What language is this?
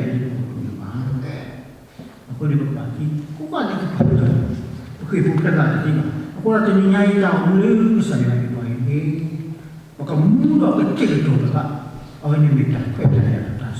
S'gaw Karen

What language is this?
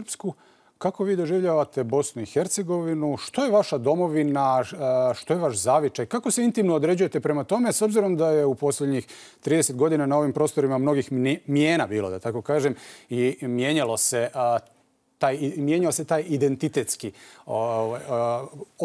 Bosnian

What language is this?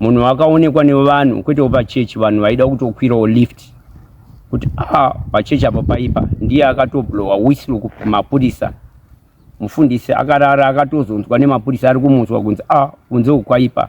Shona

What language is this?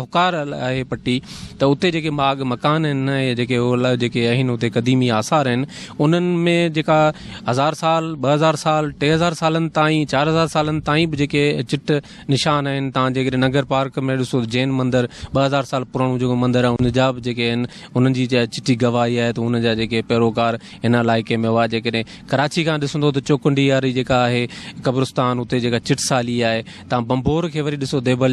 Sindhi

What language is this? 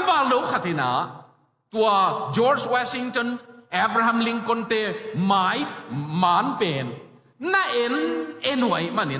Tedim Chin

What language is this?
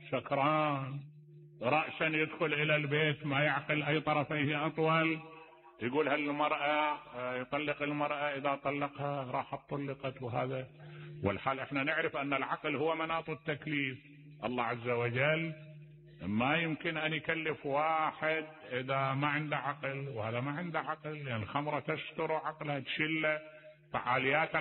Mesopotamian Arabic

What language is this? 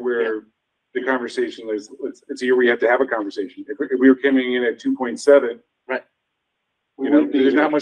English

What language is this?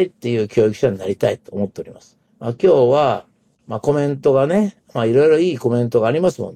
Japanese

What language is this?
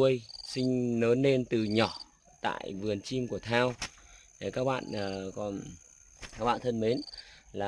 Vietnamese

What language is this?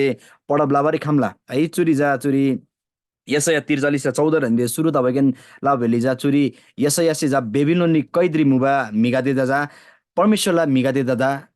Eastern Tamang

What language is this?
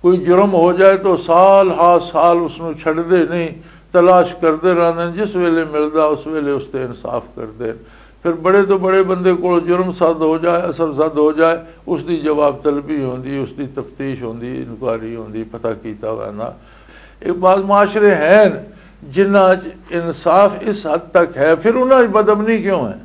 Western Panjabi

